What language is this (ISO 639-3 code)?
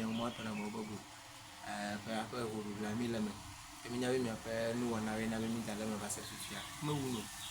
ewe